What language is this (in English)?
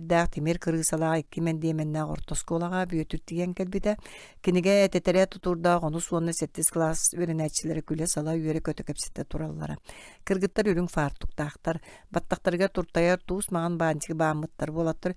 Yakut